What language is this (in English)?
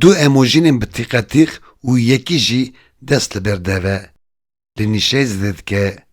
Kurdish